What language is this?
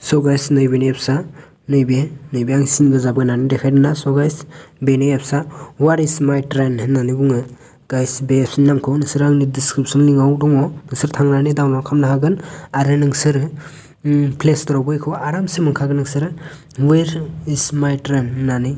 Bodo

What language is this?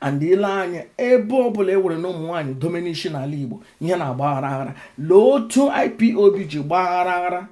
Igbo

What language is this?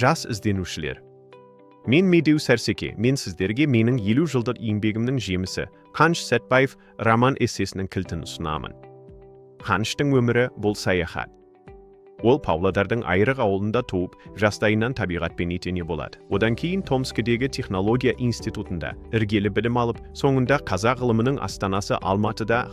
Kazakh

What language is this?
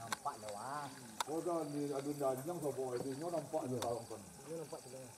Minangkabau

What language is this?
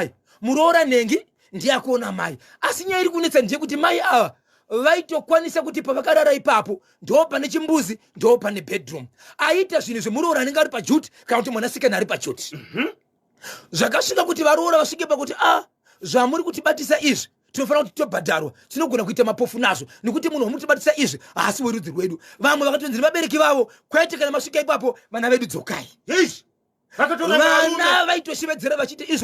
Shona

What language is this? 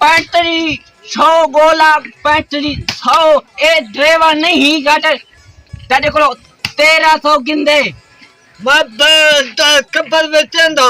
Saraiki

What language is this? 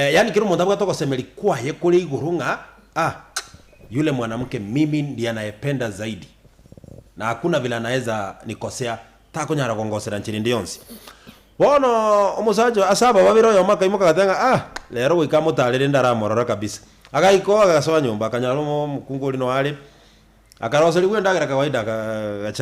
Gusii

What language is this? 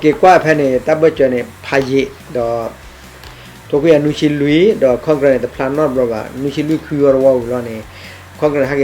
S'gaw Karen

